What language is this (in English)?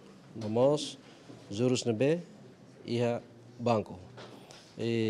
Tetum